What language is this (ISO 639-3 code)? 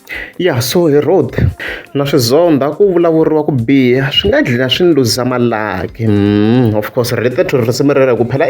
tso